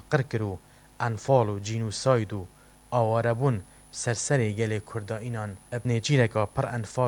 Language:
Kurdish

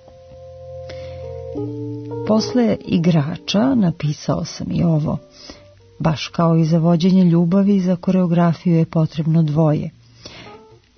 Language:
Serbian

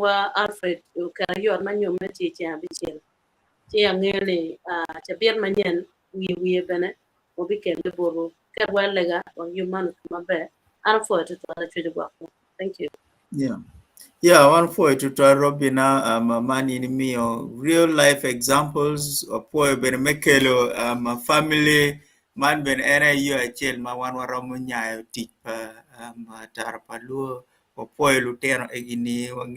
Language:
Acoli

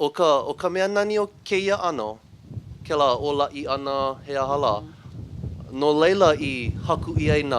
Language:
Hawaiian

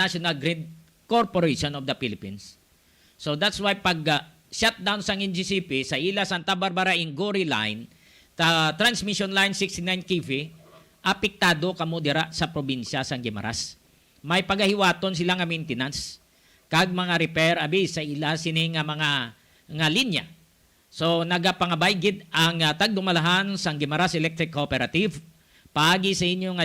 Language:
Hiligaynon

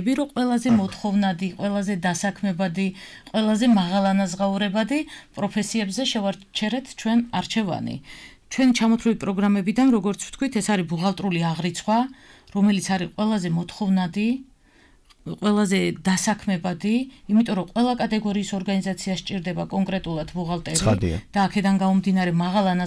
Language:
Georgian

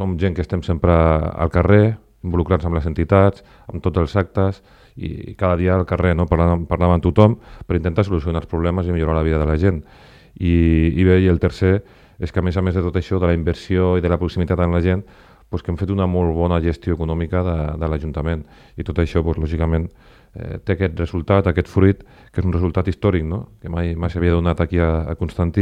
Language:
Catalan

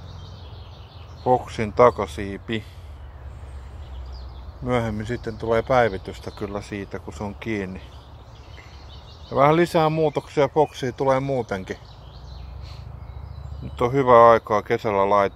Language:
Finnish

